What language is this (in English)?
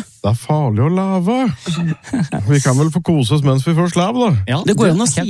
Norwegian